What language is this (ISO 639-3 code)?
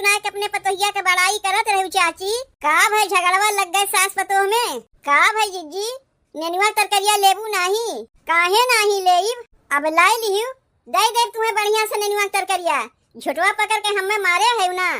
awa